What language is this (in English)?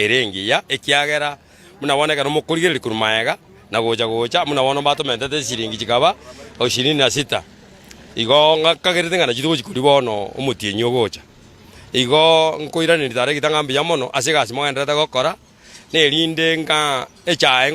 Gusii